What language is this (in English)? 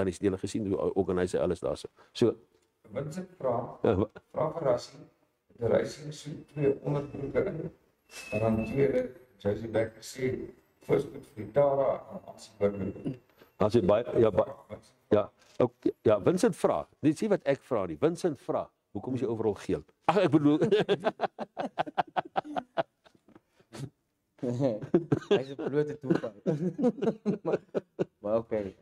Afrikaans